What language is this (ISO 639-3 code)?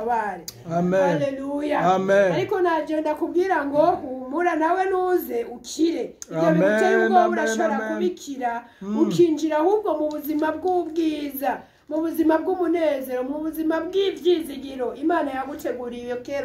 run